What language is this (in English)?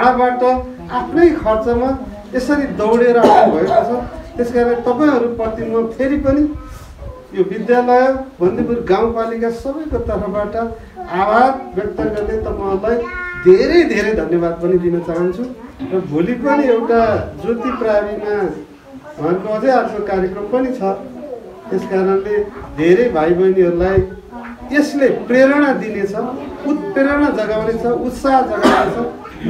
Nepali